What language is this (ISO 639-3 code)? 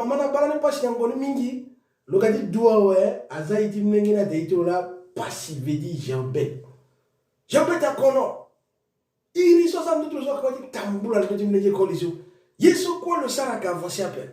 sag